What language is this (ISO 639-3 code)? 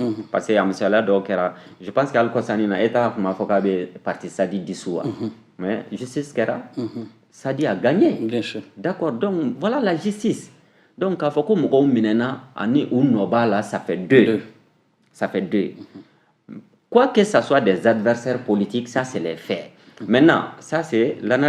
bam